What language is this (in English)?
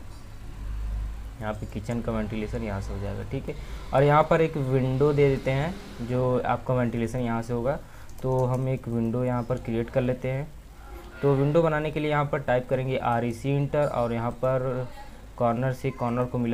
Hindi